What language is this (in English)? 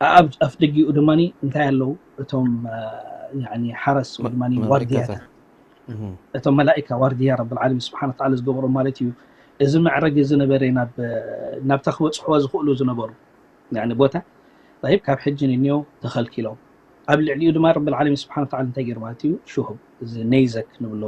Tigrinya